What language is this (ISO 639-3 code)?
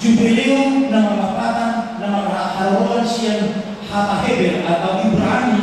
bbc